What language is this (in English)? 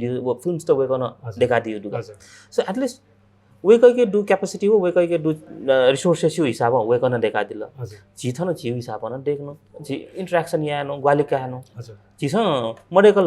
Newari